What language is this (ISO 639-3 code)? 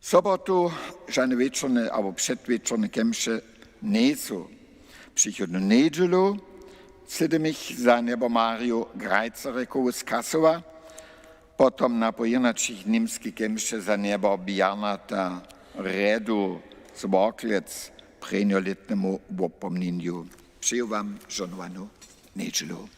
hsb